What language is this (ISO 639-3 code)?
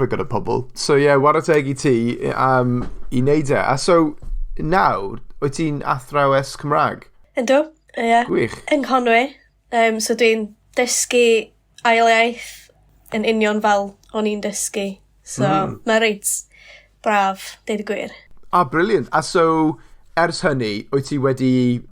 cym